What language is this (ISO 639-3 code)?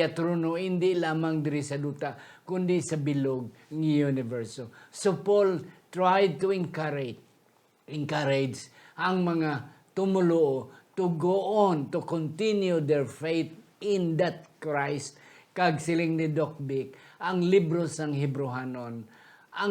hil